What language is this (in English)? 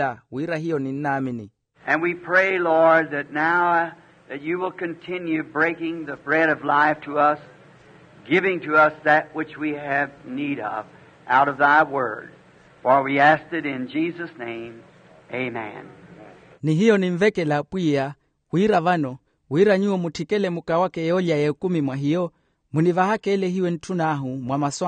Makhuwa